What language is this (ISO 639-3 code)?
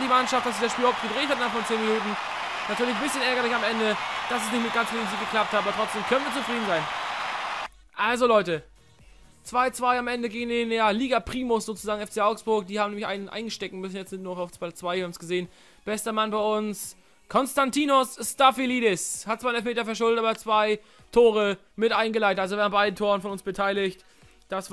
deu